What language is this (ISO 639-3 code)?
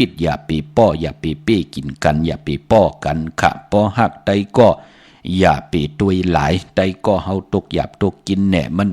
shn